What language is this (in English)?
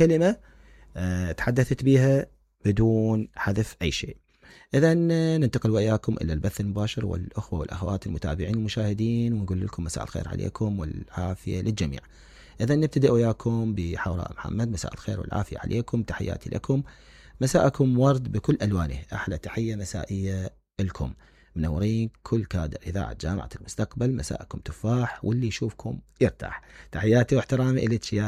Mesopotamian Arabic